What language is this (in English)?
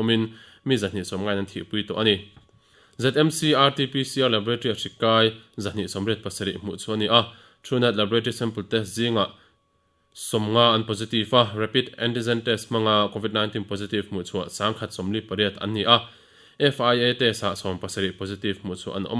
Mizo